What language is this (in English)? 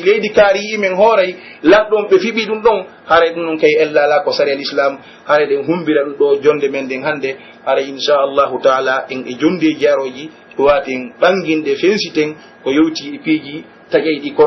Pular